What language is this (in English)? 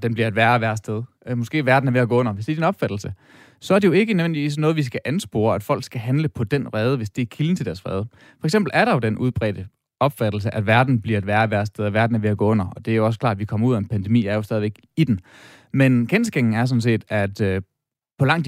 Danish